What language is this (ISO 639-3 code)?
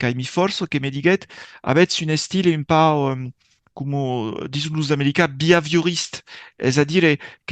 oci